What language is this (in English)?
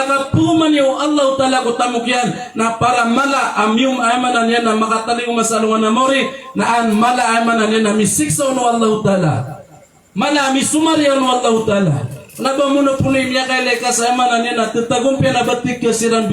Maranao